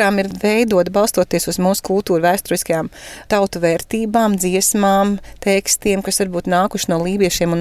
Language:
Latvian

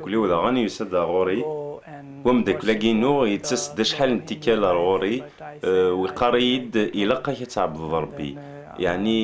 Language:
Kabyle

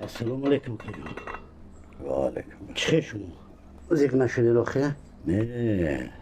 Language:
Tajik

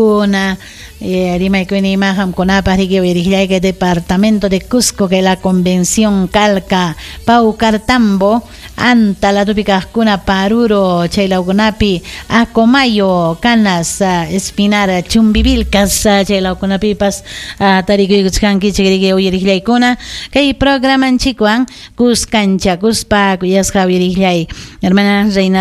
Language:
Ayacucho Quechua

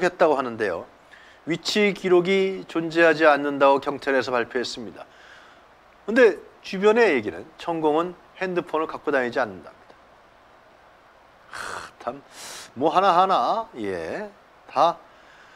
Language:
Korean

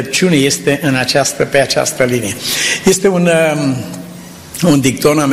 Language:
Romanian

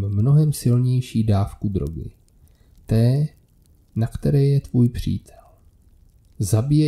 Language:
Czech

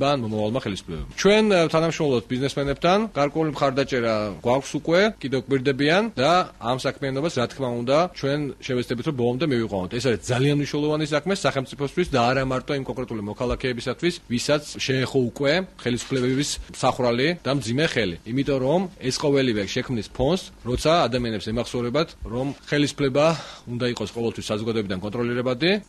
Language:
Georgian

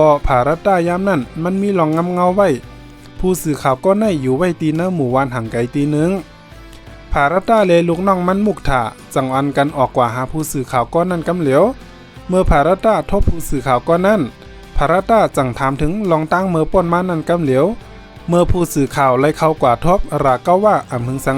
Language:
Shan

